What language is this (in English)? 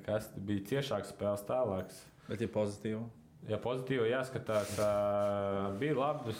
Latvian